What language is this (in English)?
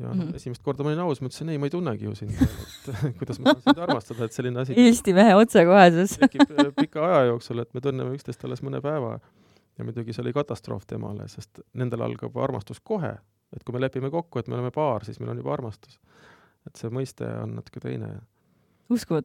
Estonian